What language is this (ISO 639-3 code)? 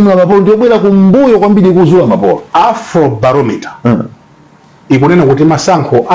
nya